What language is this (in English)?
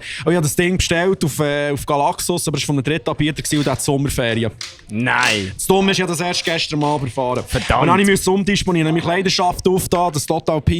Swiss German